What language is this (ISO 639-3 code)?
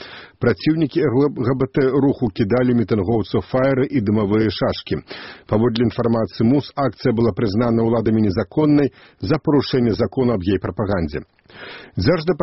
bel